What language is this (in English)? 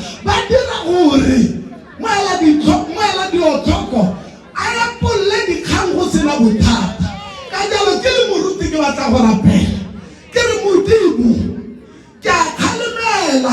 Tswana